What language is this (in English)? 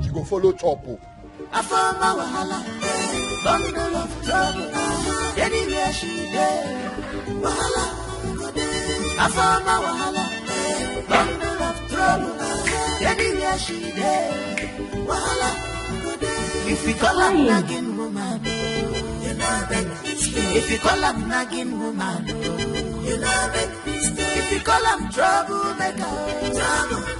Nigerian Pidgin